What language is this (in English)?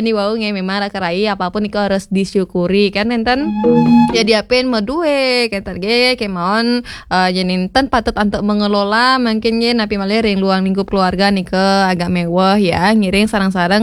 Balinese